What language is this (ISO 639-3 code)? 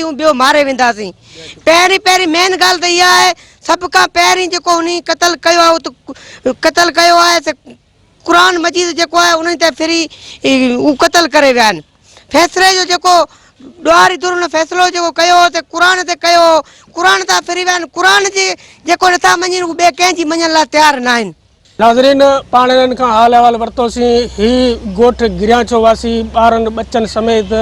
snd